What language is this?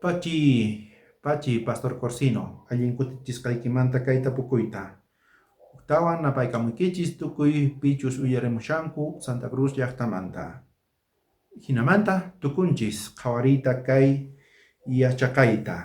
South Bolivian Quechua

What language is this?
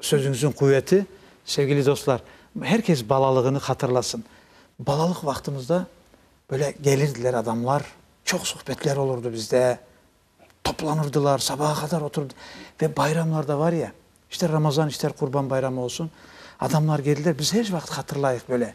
Crimean Tatar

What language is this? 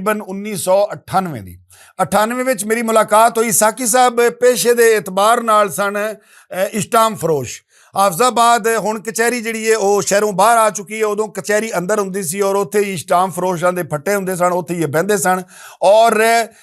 Western Panjabi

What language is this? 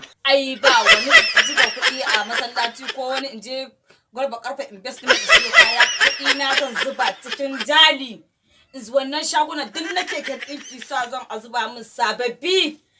Hausa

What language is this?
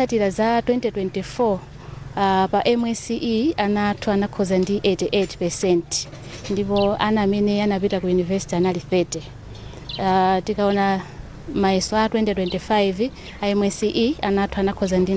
Nyanja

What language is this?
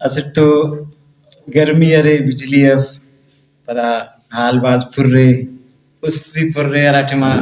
Brahui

